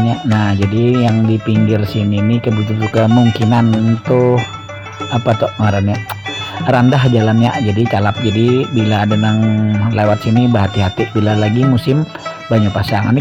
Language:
Banjar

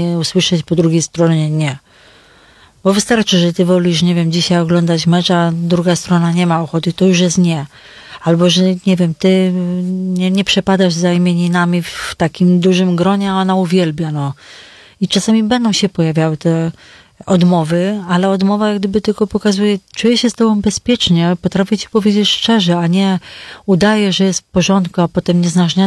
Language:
Polish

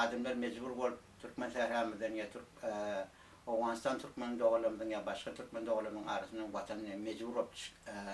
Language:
Turkmen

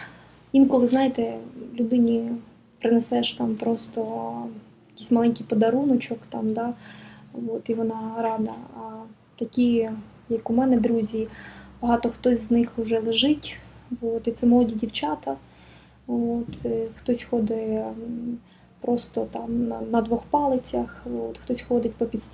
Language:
Ukrainian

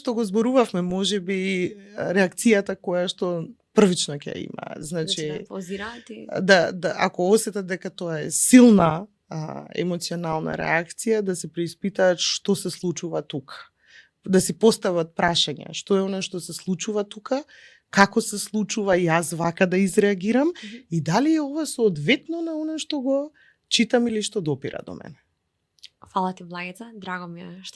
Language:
Macedonian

